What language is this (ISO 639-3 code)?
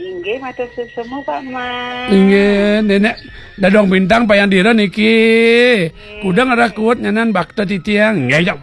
ban